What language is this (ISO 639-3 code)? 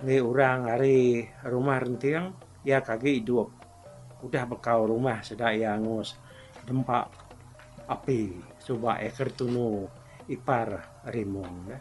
iba